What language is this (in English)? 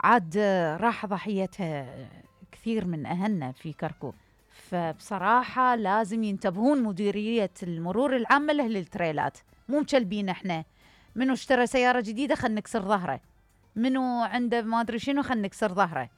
Mesopotamian Arabic